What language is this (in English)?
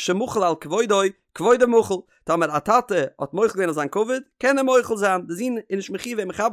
Yiddish